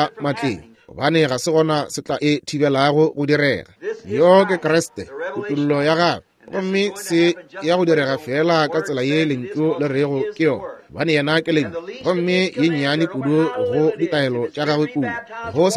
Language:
Northern Sotho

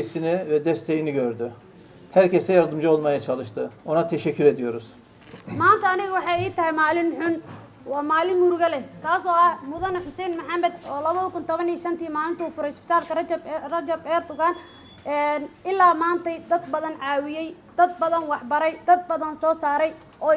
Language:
Somali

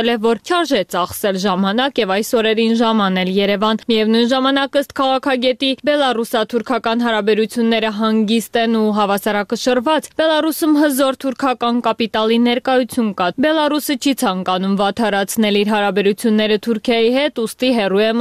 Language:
Armenian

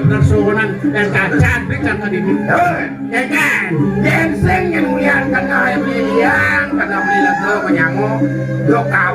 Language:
Balinese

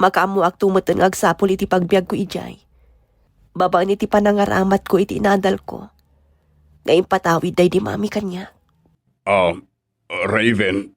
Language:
Iloko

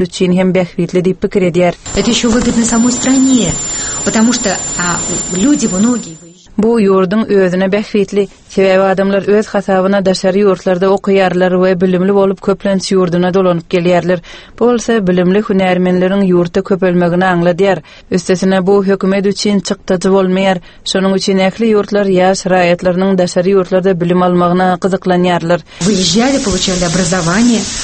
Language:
Turkmen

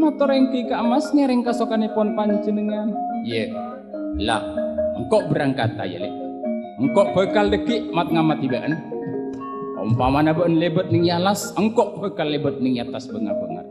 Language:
Madurese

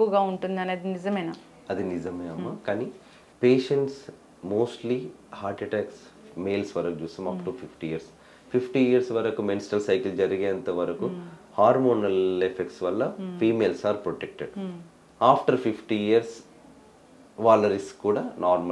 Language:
Telugu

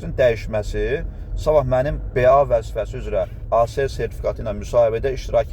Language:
Azerbaijani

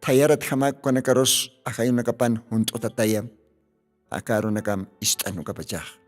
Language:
Aymara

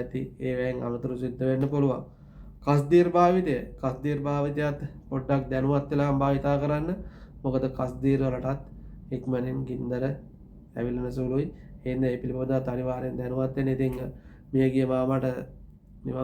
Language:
Sinhala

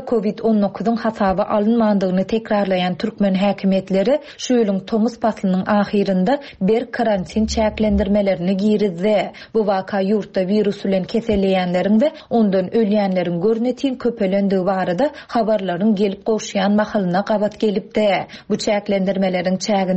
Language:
Turkmen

